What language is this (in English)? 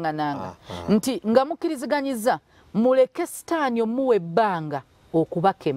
Ganda